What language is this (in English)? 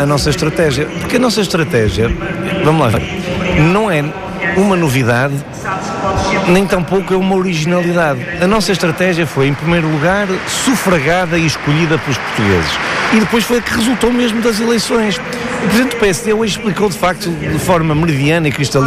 Portuguese